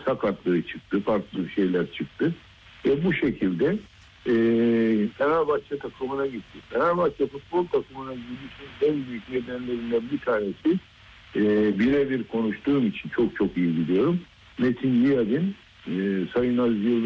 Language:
Turkish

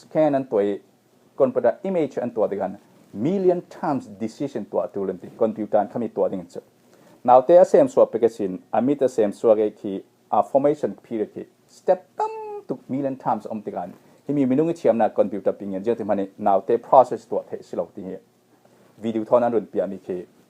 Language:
Falam Chin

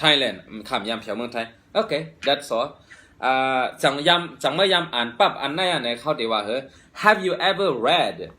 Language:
Shan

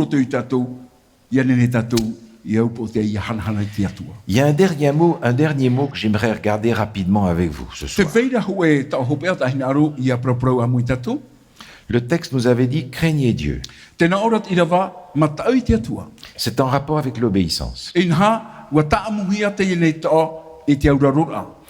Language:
Tahitian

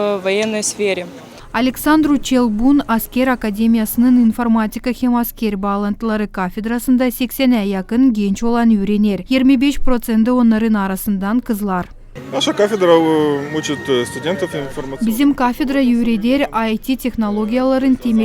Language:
Gagauz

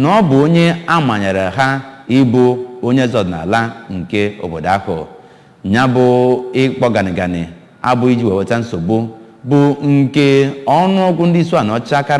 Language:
Igbo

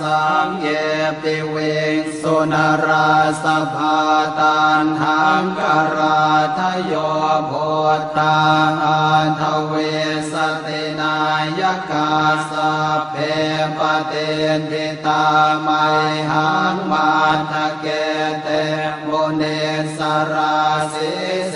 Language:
Pali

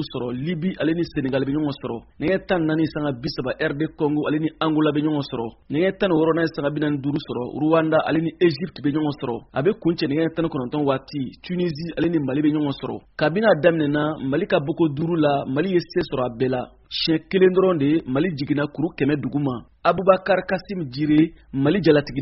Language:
Bambara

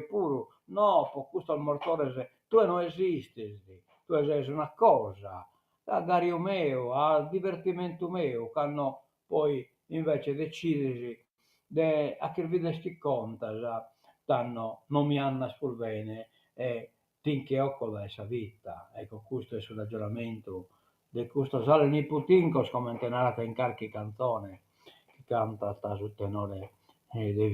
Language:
Sardinian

